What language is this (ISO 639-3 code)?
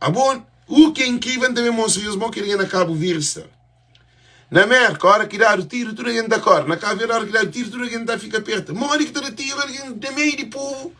kea